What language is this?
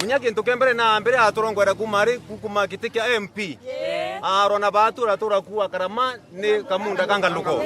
Meru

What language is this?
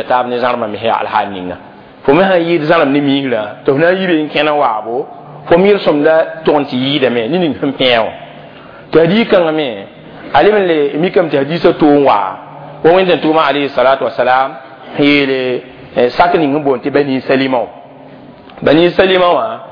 Mossi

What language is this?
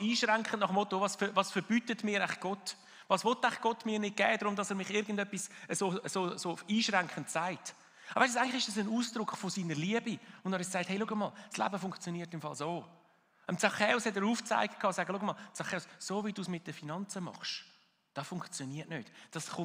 Swiss German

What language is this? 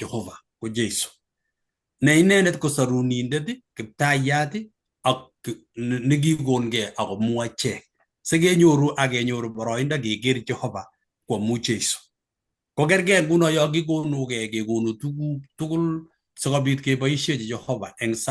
Kalenjin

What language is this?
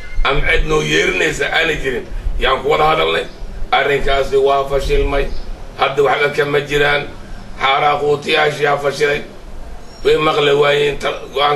Somali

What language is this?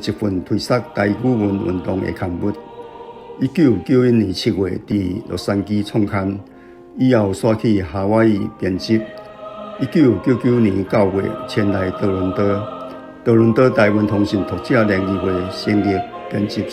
Min Nan Chinese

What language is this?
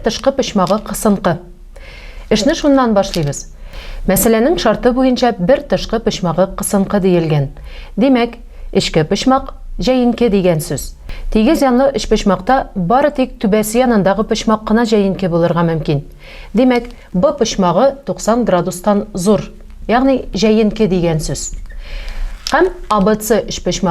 Tatar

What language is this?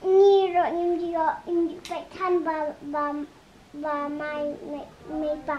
Khasi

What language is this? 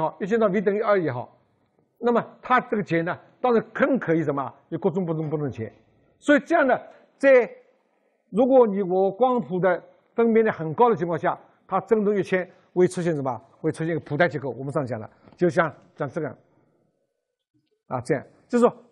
Chinese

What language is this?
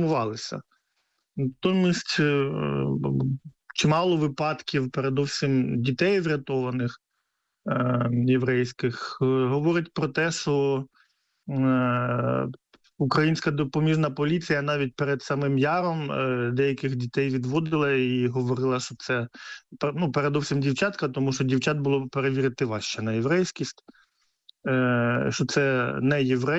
Ukrainian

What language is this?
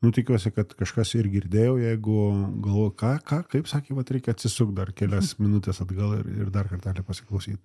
Lithuanian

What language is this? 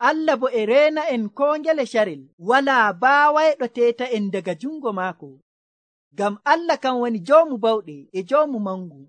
Nigerian Fulfulde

